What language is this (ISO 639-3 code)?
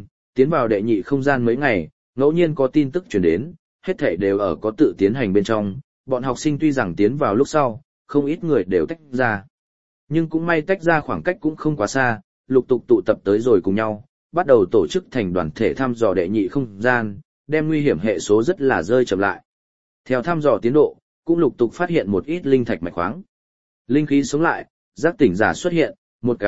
vie